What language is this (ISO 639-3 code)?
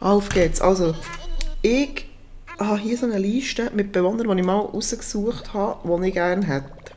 gsw